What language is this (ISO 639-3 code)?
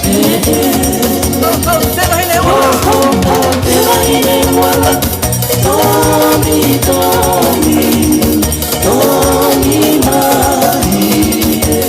ton